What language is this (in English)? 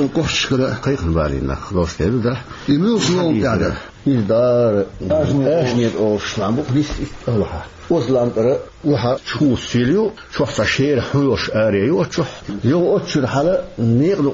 Chechen